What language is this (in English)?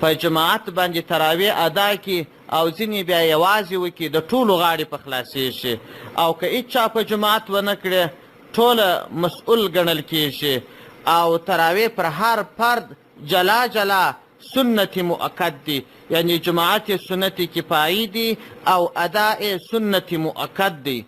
Pashto